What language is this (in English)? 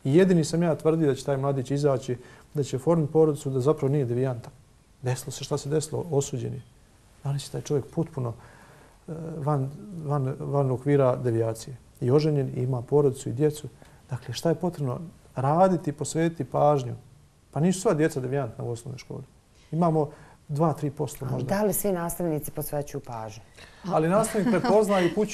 Bosnian